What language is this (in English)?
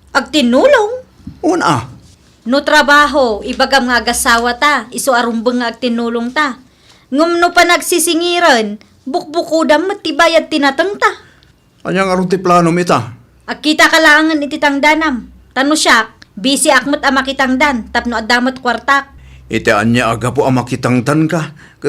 Iloko